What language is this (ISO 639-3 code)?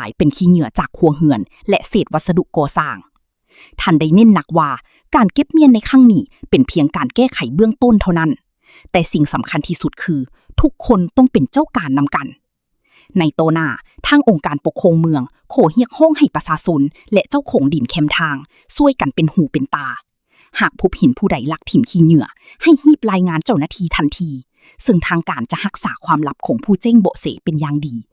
lao